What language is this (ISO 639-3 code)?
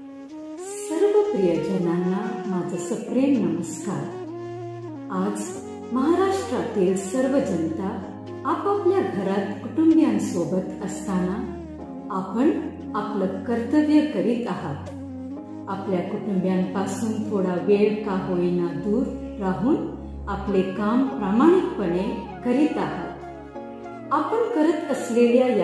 mar